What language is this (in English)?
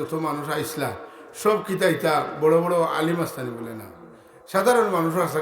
Sylheti